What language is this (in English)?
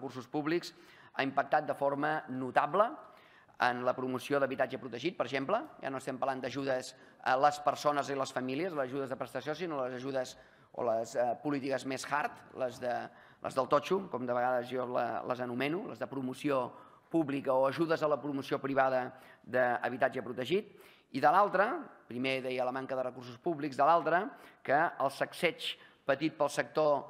Catalan